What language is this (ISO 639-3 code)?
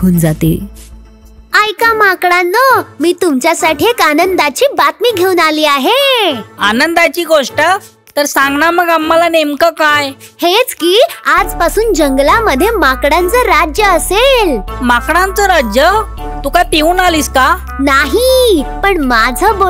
mar